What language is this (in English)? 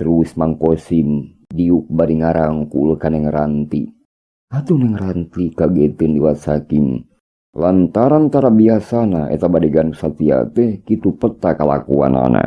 Sundanese